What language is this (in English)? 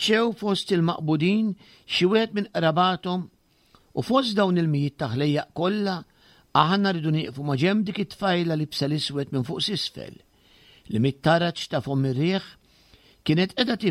Maltese